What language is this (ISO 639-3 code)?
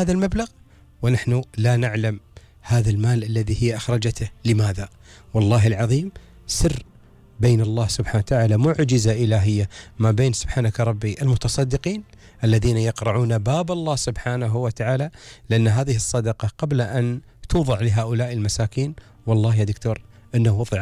afb